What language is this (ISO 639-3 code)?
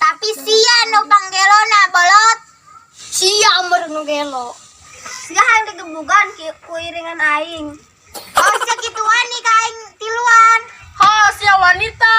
sun